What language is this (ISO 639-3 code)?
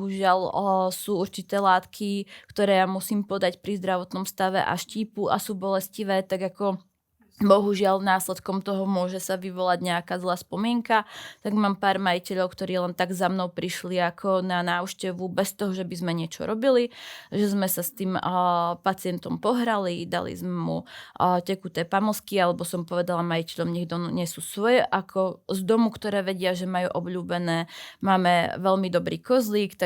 slk